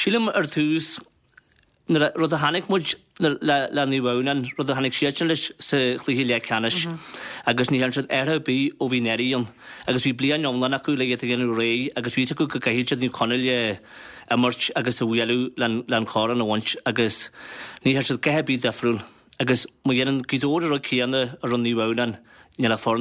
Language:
Irish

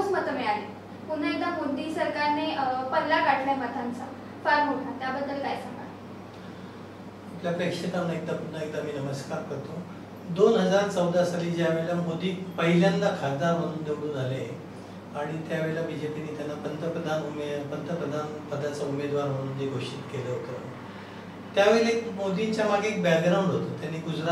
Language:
Marathi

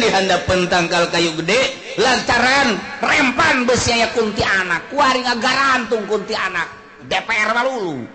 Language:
Sundanese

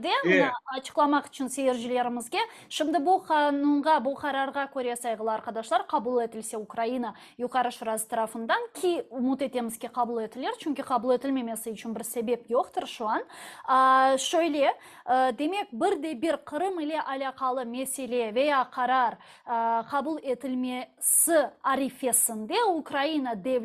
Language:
Crimean Tatar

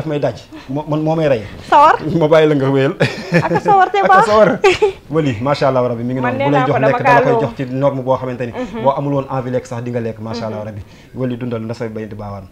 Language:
Wolof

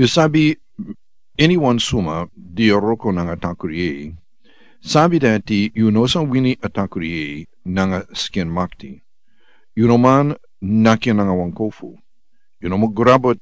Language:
Sranan Tongo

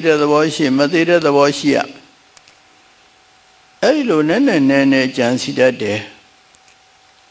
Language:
Burmese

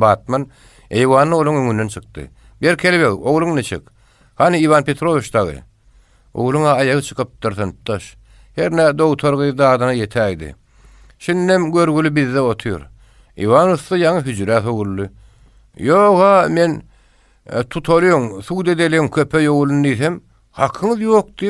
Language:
Turkmen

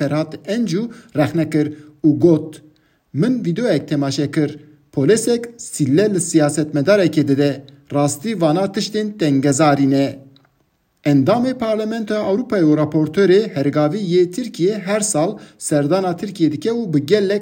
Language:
Kurdish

